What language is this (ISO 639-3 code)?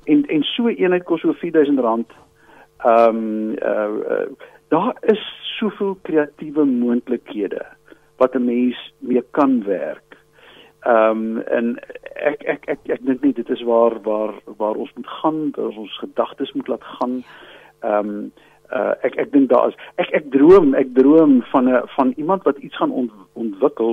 afr